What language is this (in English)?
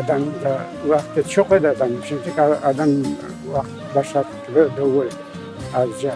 Crimean Tatar